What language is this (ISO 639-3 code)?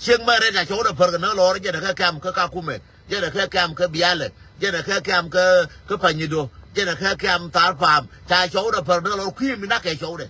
nus